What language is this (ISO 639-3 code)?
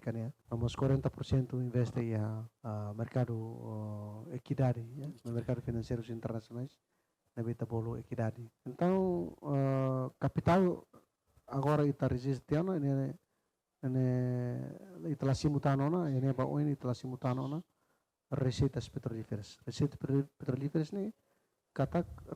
tet